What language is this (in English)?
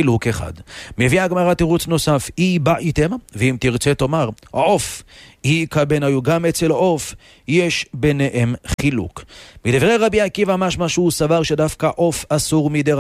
Hebrew